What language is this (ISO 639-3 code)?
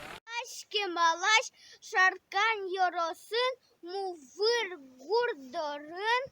udm